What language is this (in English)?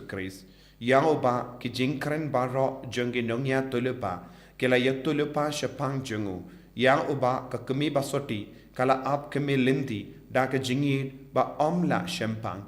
Khasi